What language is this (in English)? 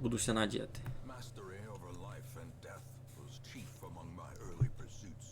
Rusyn